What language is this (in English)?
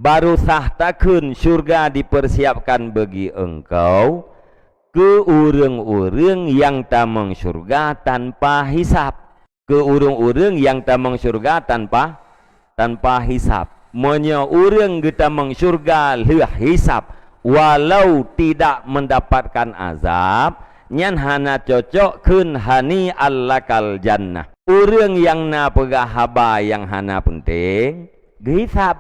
Achinese